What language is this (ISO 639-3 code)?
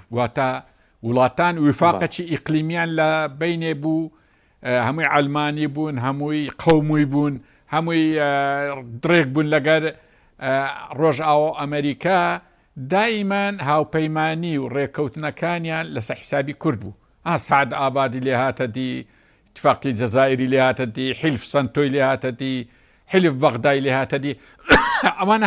ckb